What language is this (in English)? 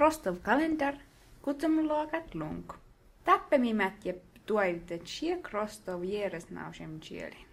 Skolt Sami